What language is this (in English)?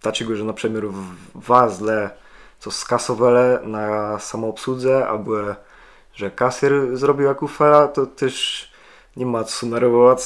Kashubian